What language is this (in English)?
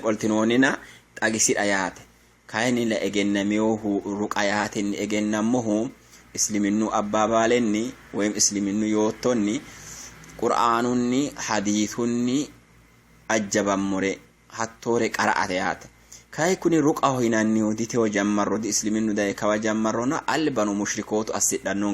Sidamo